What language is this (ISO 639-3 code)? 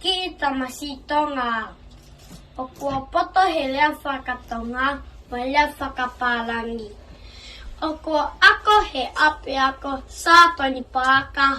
ton